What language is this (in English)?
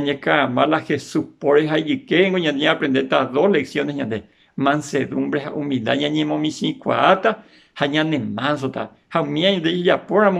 Guarani